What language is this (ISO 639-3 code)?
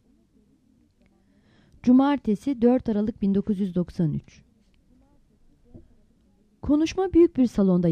tur